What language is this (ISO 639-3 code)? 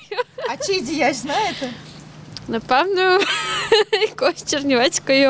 ukr